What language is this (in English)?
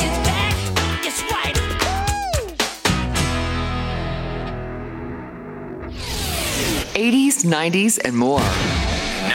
English